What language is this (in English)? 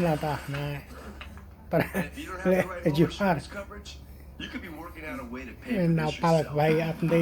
Central Mnong